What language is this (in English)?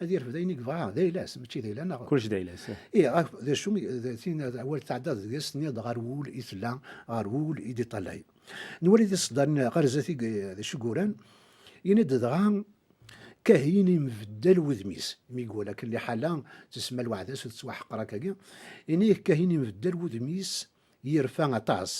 Kabyle